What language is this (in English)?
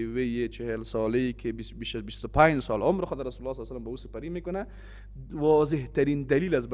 Persian